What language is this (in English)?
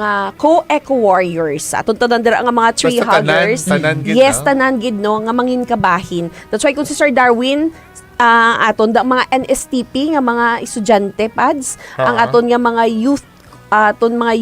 Hiligaynon